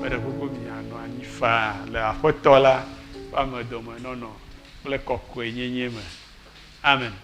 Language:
Ewe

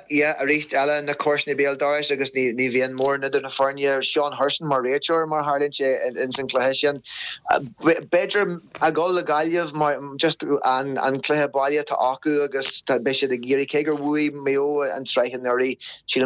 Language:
Irish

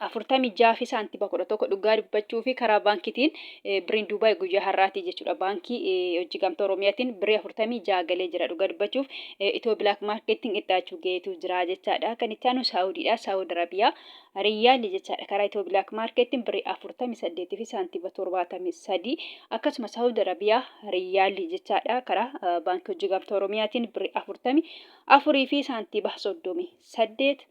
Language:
Oromo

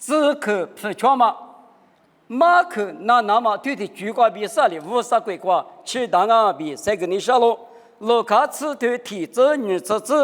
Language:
Lisu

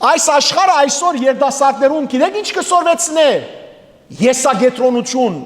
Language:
Western Armenian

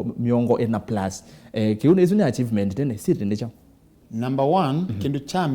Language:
Kamba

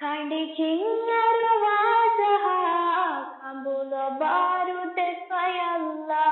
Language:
Divehi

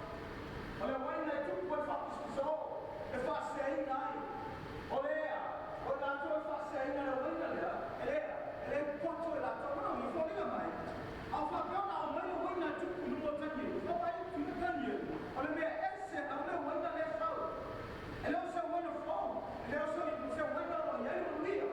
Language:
Samoan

